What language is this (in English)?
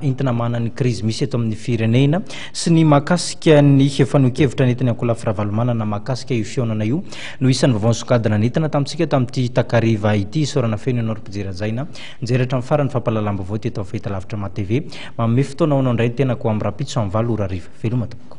Malagasy